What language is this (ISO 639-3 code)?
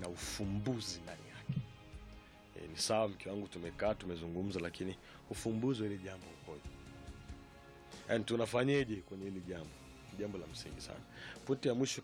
swa